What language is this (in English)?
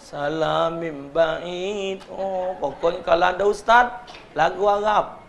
Musi